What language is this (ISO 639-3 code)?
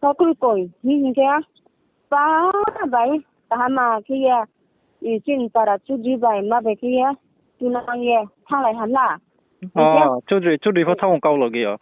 ria